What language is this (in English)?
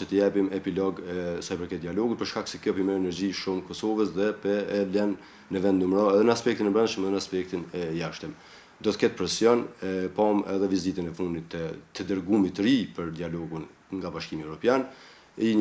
Albanian